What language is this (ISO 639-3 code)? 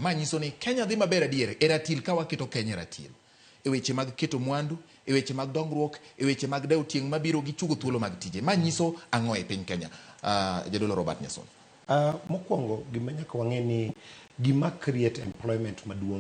luo